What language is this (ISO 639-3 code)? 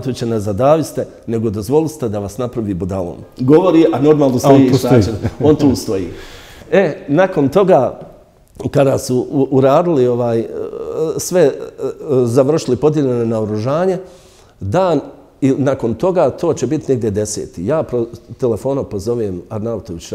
bos